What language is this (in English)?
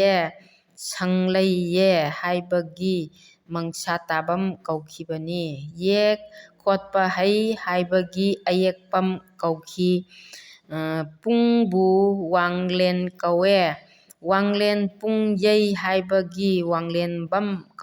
Manipuri